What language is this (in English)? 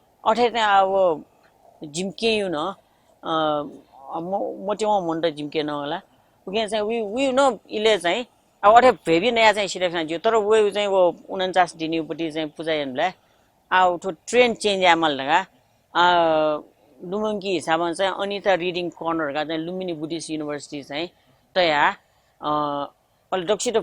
Newari